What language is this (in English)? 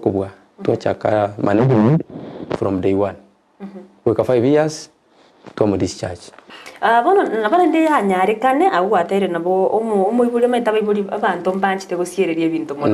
Gusii